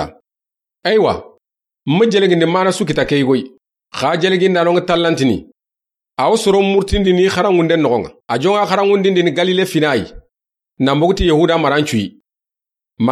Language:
Soninke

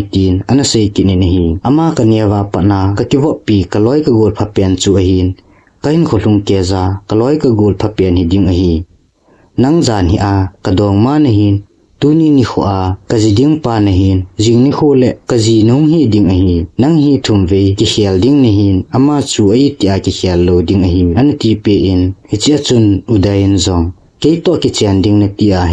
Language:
Thado Chin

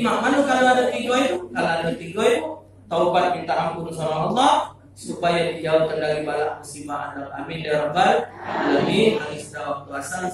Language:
Musi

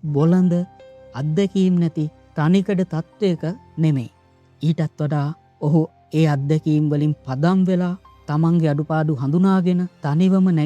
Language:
Sinhala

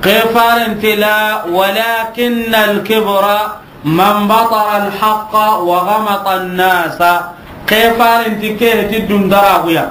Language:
Soninke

